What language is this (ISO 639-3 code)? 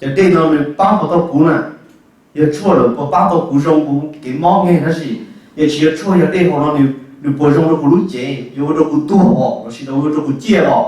hmn